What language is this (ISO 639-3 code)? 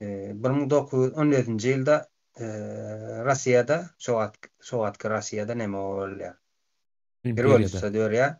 tuk